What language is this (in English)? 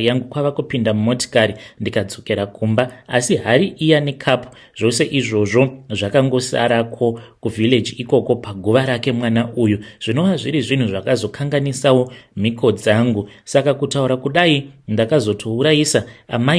Shona